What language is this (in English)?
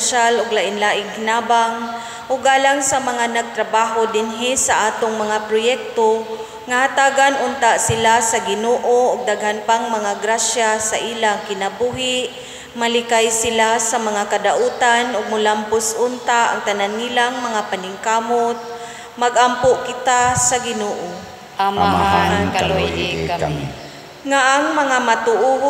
Cebuano